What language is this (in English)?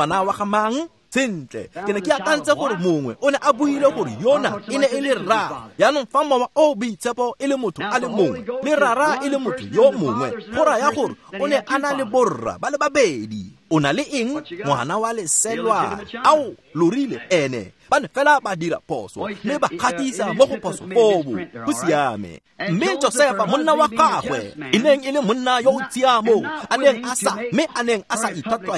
Tswana